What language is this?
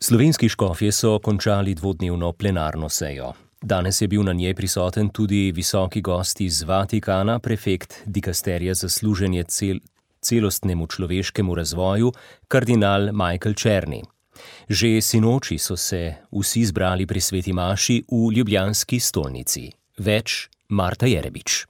Slovenian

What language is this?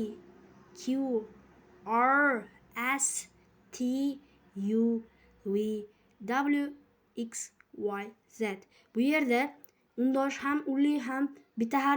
Uzbek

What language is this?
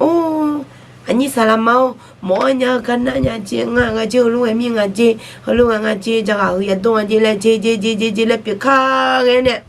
Akha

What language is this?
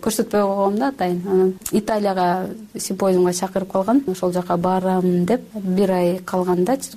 Kyrgyz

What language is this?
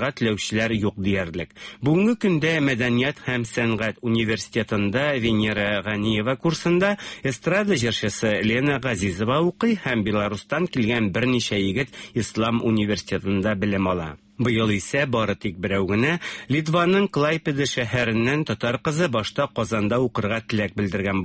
Tatar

